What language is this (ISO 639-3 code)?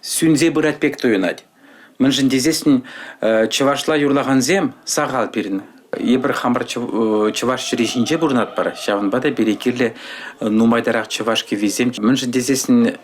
chv